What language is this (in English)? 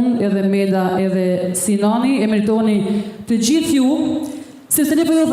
Albanian